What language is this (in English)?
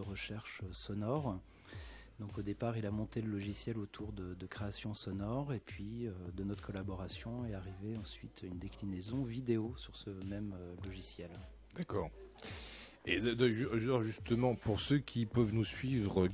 French